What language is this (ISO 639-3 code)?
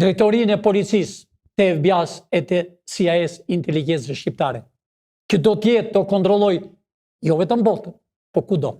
sqi